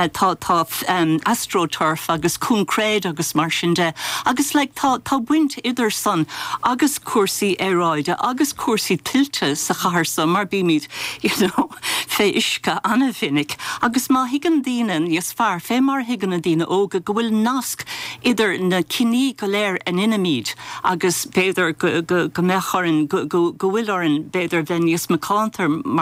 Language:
Irish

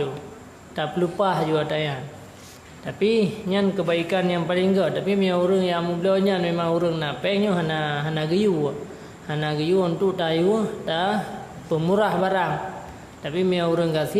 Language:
Achinese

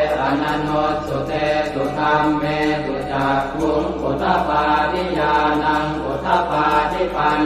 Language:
Pali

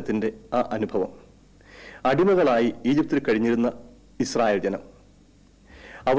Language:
Malayalam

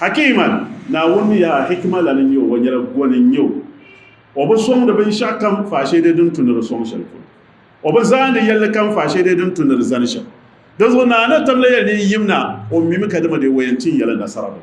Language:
Dagbani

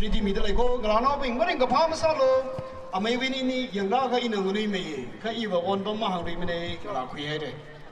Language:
Tangkhul Naga (India)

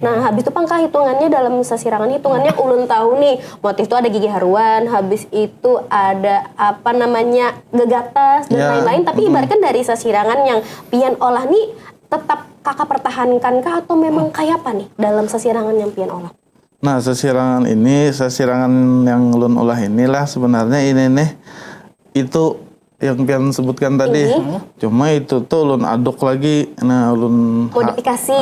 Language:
Banjar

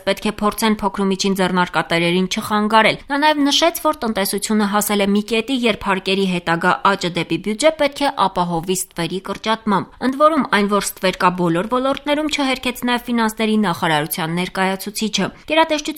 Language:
Armenian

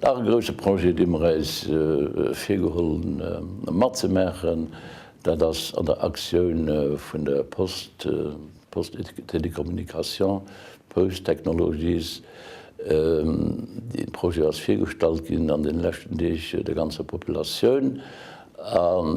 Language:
Luxembourgish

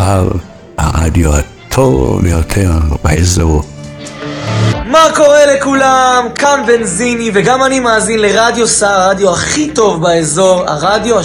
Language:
Hebrew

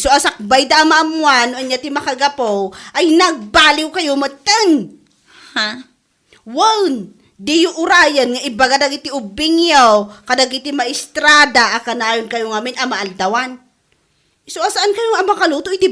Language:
Iloko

